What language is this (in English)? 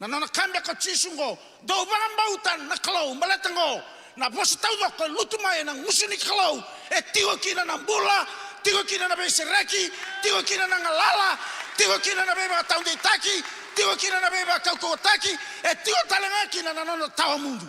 Fijian